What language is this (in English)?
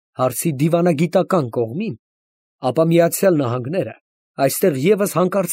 Armenian